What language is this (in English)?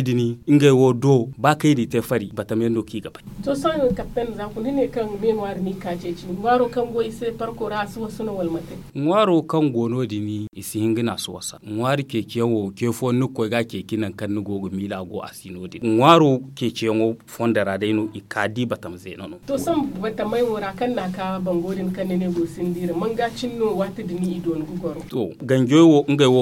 Zarma